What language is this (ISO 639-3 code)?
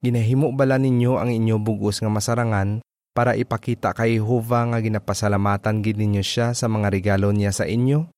hil